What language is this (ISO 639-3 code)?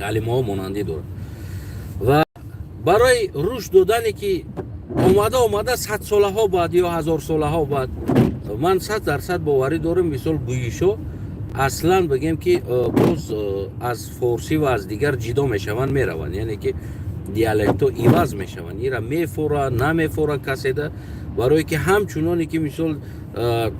tgk